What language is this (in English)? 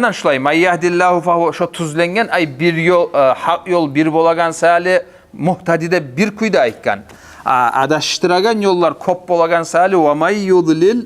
Kumyk